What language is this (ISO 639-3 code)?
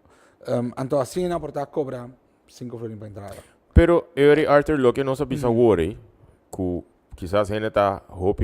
pap